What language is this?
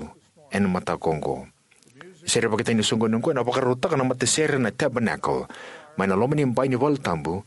Fijian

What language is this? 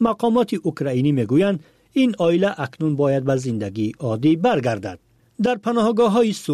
Persian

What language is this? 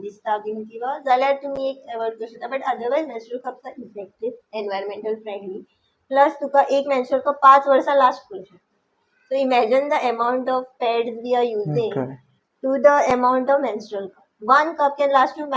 Konkani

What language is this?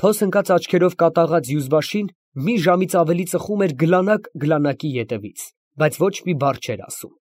Armenian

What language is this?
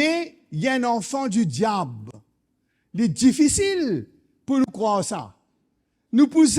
Morisyen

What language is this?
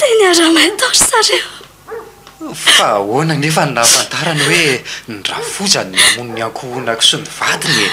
Malagasy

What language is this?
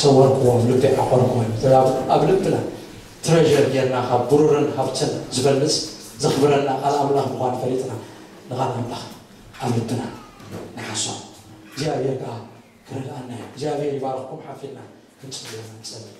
Tigrinya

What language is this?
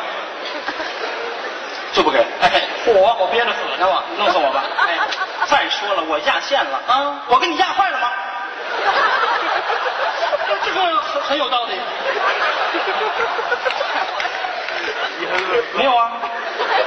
Chinese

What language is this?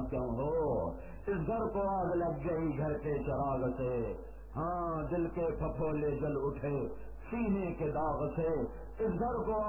Urdu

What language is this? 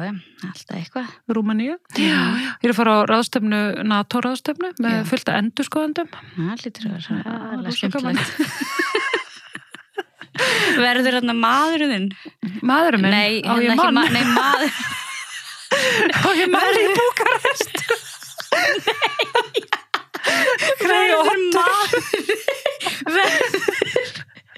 Icelandic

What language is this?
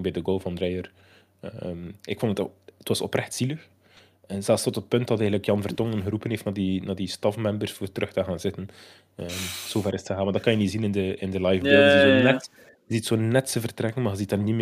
Dutch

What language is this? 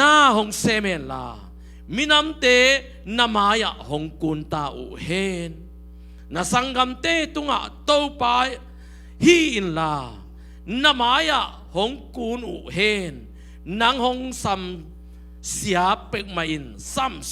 Tedim Chin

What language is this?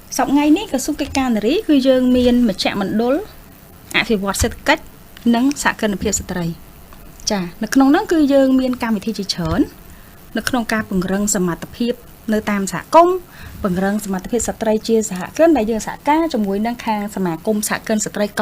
Khmer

